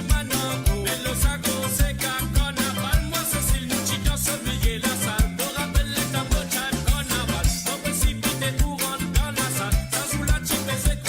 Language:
Morisyen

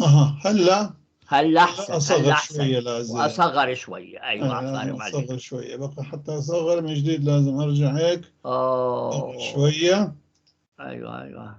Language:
North Levantine Arabic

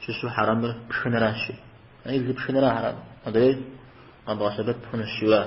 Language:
Kabardian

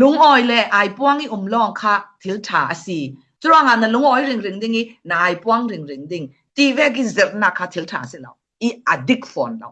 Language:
Falam Chin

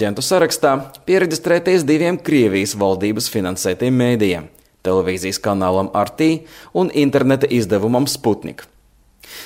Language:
Latvian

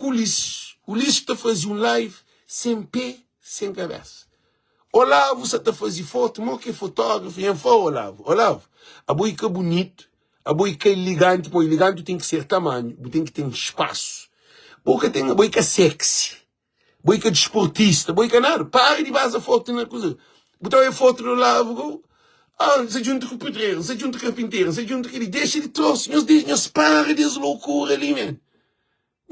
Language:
Kabuverdianu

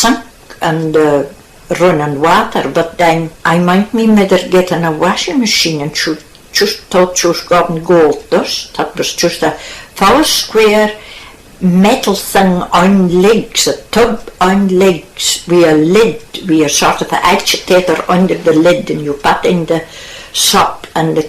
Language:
Scots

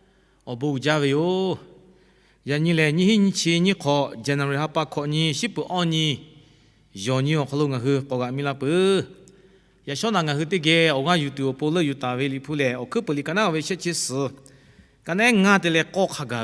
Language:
Lahu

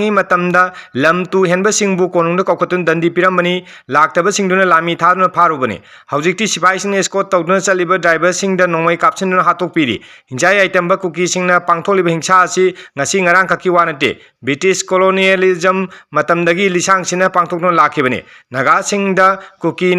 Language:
Manipuri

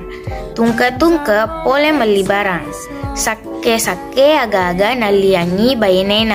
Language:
Buginese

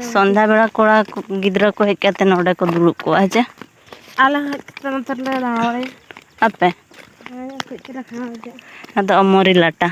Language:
Santali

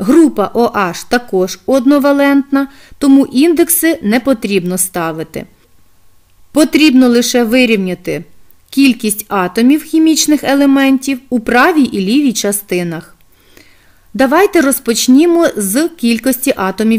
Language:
Ukrainian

